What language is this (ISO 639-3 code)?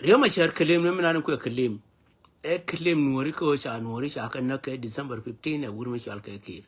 nus